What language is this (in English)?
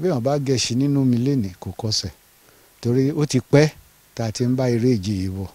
Yoruba